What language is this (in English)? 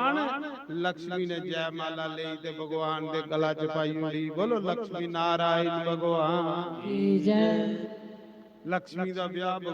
Dogri